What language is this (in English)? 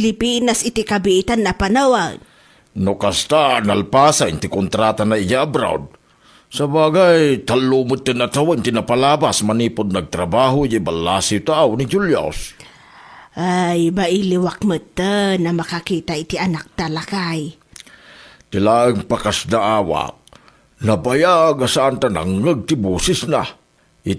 Iloko